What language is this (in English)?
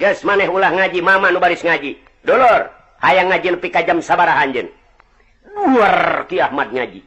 Sundanese